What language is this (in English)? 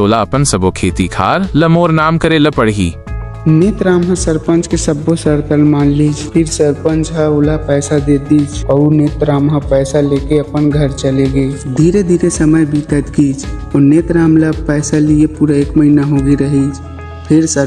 Chhattisgarhi